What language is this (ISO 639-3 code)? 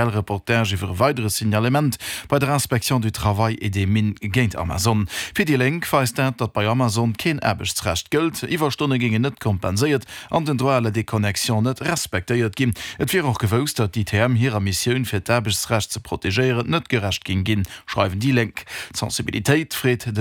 ltz